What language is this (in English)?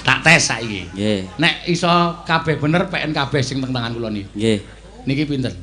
Javanese